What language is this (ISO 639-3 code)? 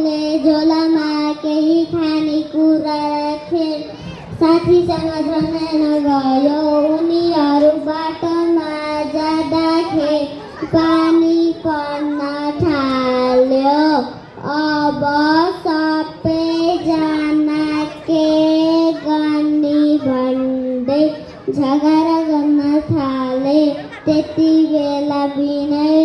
nep